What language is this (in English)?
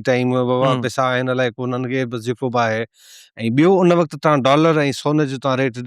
Sindhi